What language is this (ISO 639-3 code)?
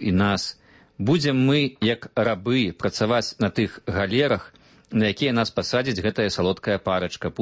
bel